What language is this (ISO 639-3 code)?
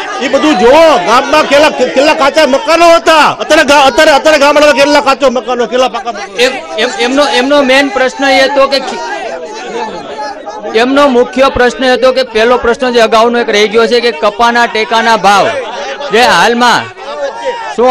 guj